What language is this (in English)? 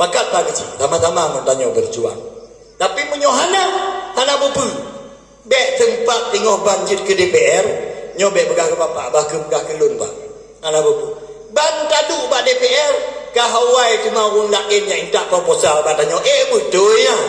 Achinese